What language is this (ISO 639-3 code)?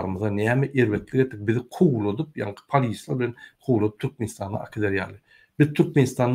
tuk